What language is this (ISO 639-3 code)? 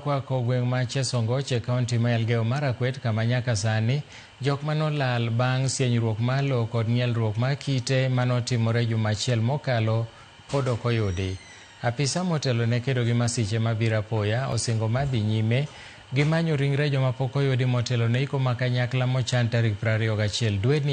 luo